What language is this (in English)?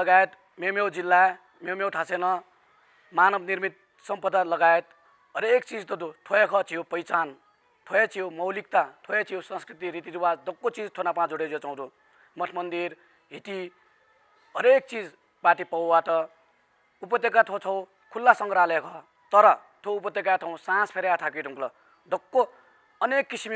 Newari